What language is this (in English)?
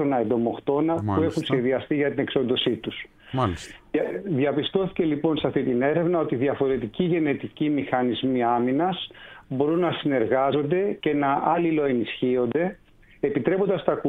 Greek